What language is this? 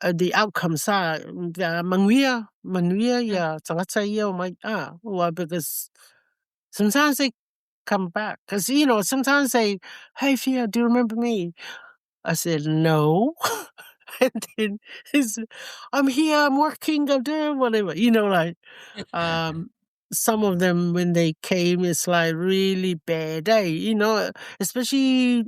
Samoan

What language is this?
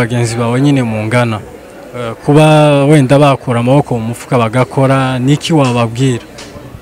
Kinyarwanda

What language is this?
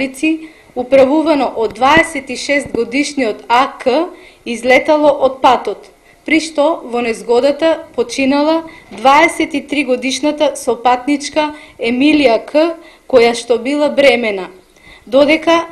Macedonian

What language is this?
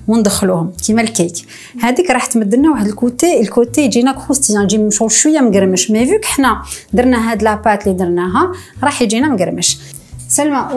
Algerian Arabic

